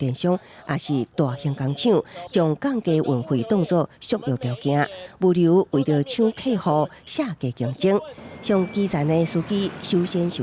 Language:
Min Nan Chinese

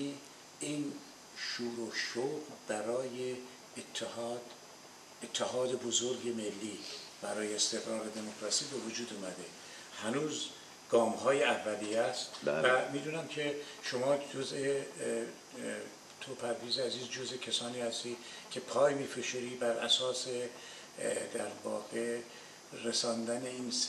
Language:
Persian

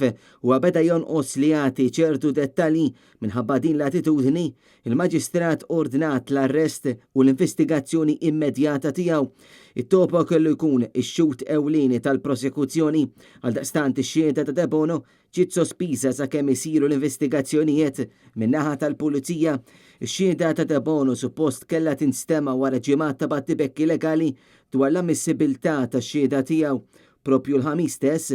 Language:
Maltese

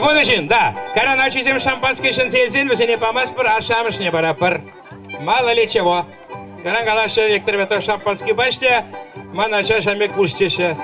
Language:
Chuvash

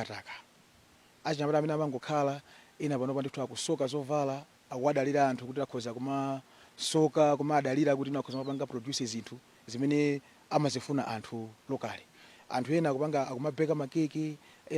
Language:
Nyanja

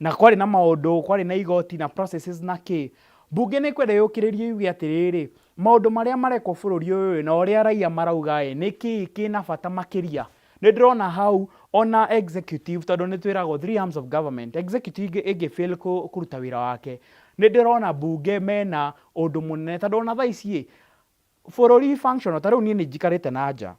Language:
Kikuyu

